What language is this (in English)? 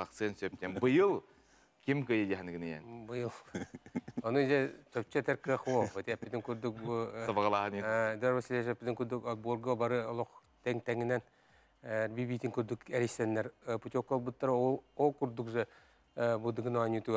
Yakut